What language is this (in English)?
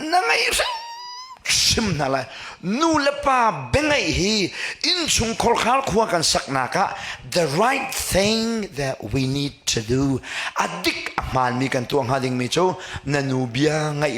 Hakha Chin